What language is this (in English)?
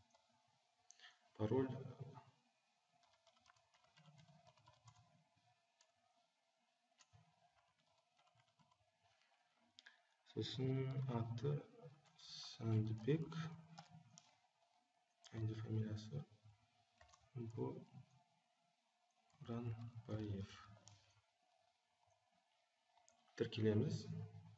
Kazakh